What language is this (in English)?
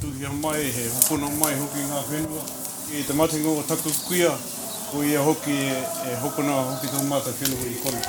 Māori